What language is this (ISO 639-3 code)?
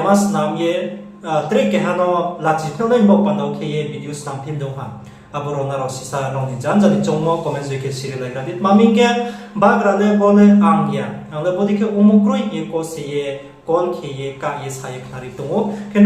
ria